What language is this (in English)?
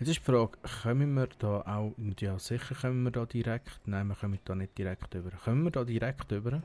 Swiss German